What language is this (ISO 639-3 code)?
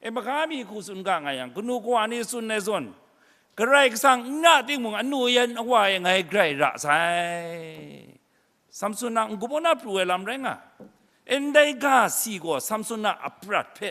kac